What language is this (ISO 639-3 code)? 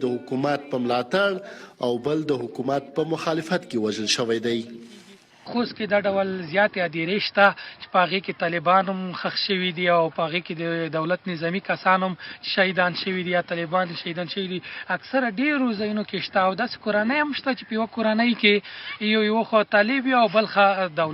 pus